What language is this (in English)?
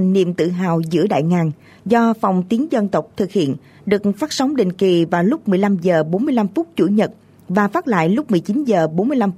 Vietnamese